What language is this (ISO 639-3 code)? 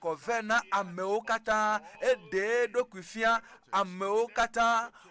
ewe